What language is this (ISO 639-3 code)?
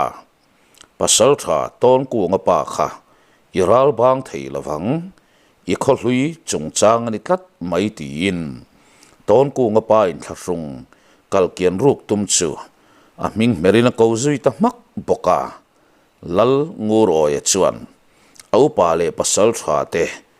lus